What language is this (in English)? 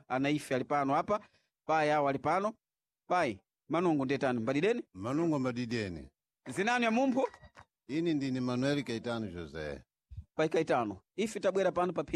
Sena